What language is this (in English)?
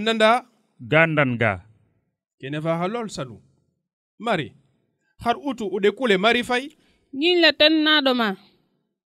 Serer